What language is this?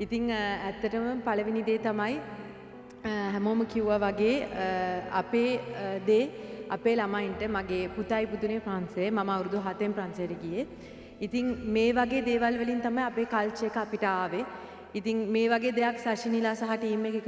Sinhala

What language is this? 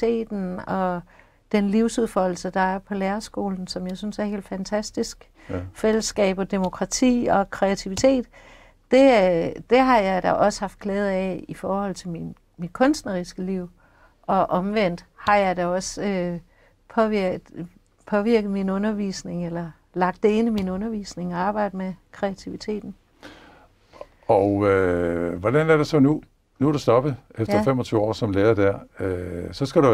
Danish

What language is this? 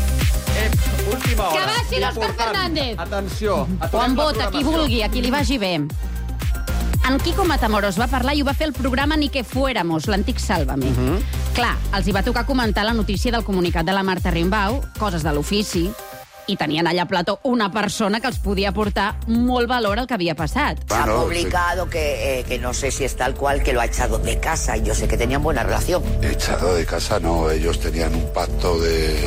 Catalan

